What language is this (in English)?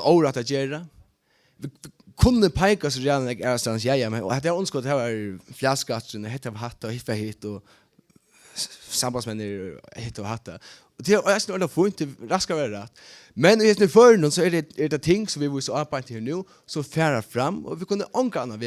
Faroese